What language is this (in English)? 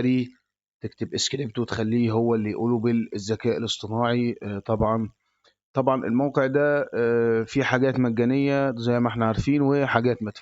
Egyptian Arabic